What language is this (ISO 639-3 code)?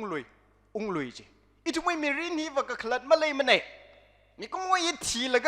nmf